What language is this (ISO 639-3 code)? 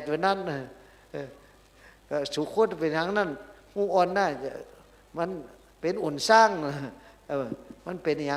shn